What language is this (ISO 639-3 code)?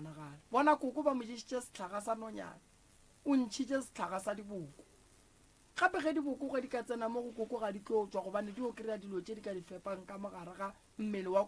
nso